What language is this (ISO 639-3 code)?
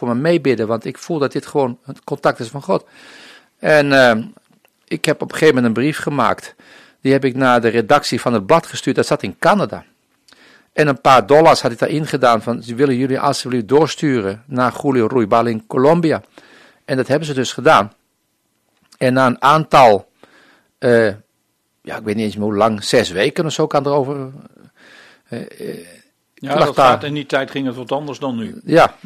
nld